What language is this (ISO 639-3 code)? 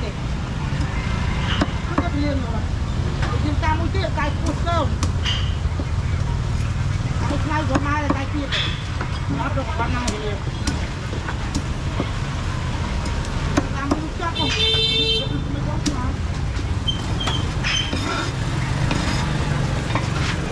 vie